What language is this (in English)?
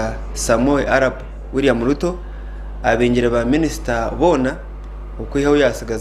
Nyankole